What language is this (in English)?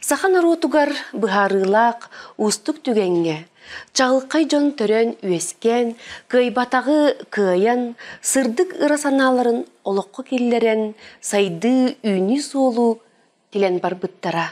Yakut